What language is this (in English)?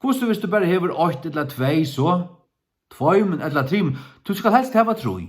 Faroese